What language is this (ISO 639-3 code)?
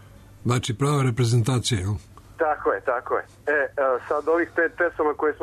srp